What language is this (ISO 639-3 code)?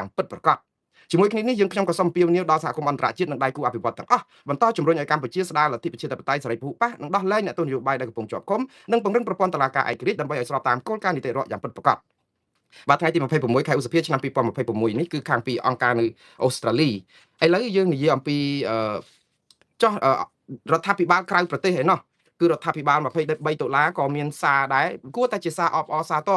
khm